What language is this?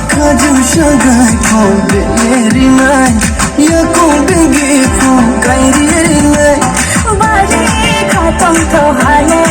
Kok Borok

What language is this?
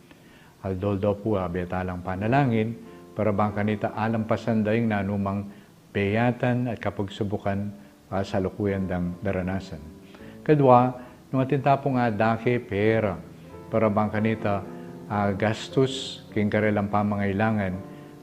Pampanga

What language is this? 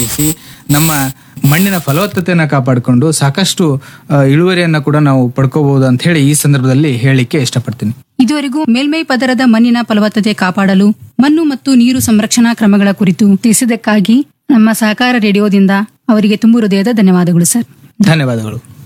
Kannada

